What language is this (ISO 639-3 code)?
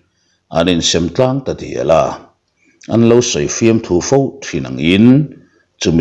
lus